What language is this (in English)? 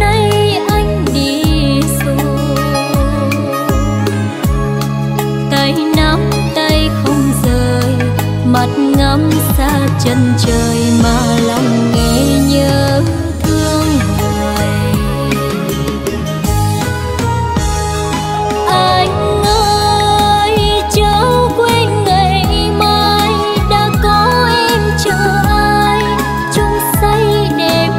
Vietnamese